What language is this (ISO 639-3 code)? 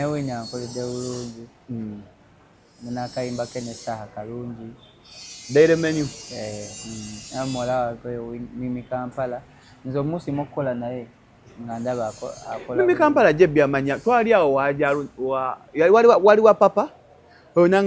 lug